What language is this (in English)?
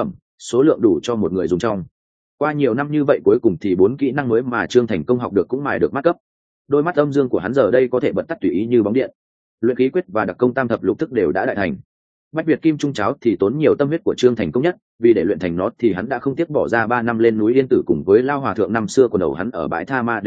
Vietnamese